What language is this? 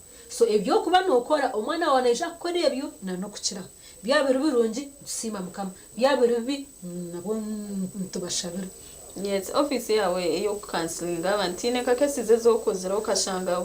Nyankole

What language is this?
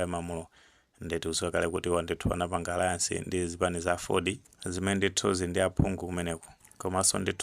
Nyanja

